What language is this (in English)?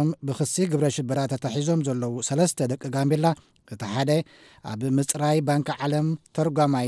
Tigrinya